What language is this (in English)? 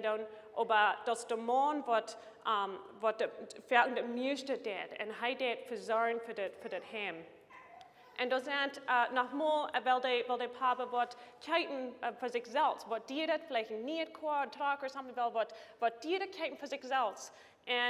Plautdietsch